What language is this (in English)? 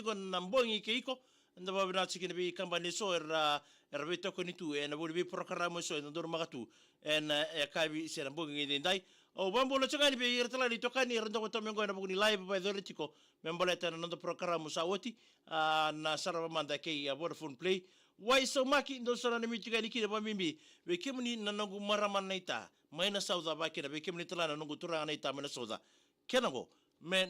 Fijian